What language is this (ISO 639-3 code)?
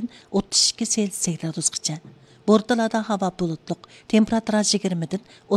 uig